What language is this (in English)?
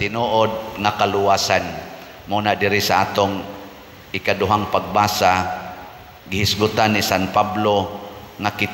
Cebuano